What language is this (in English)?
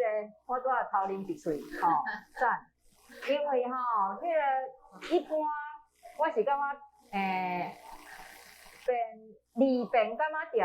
Min Nan Chinese